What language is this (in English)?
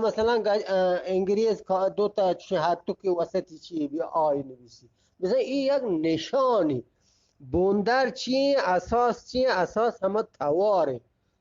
Eastern Balochi